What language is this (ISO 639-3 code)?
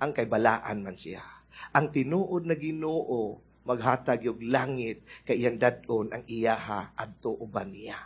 ceb